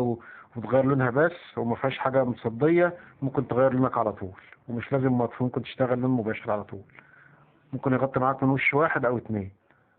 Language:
Egyptian Arabic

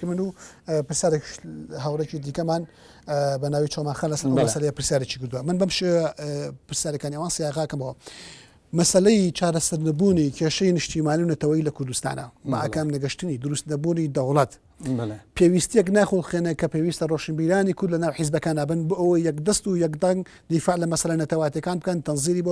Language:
Central Kurdish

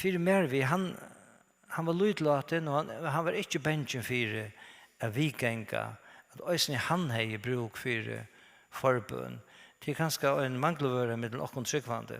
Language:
Faroese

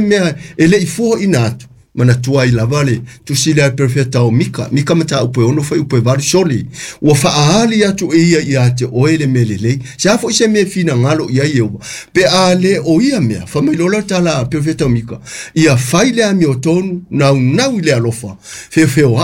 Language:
Samoan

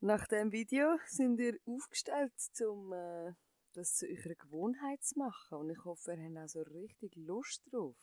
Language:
Swiss German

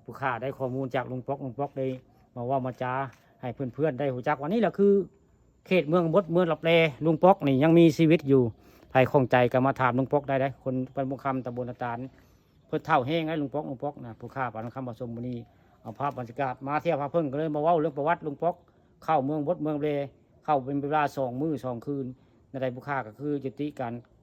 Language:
Northeastern Thai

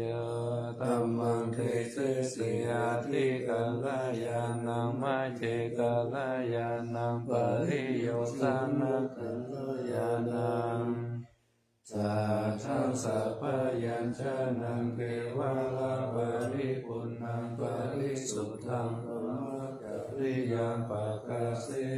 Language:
Pali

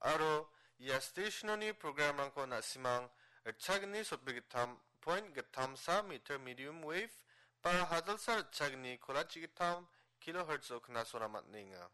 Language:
Garo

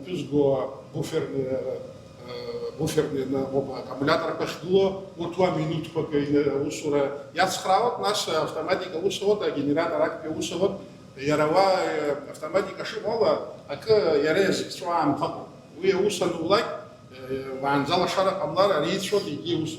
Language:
Abkhazian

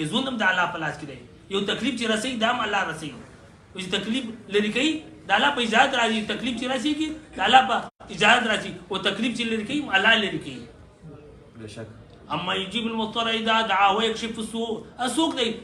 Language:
Pashto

